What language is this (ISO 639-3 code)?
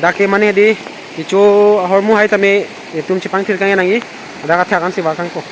mjw